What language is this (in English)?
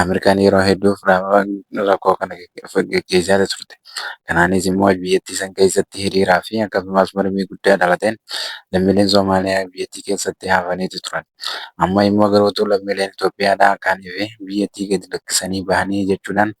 Oromo